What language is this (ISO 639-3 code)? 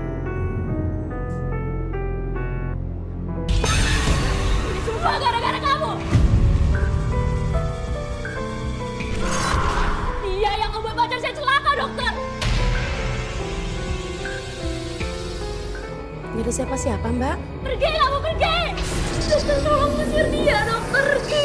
ind